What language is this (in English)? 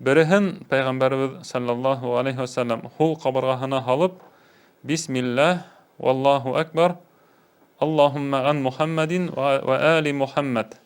Bashkir